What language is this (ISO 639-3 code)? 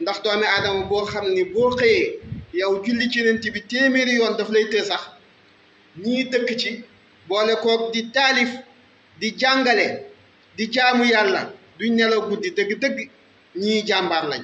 wol